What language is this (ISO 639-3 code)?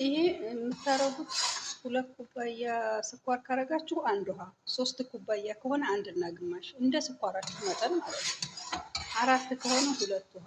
amh